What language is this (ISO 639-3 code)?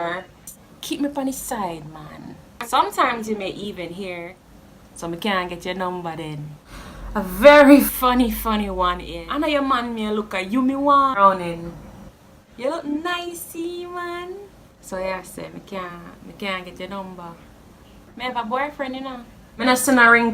jam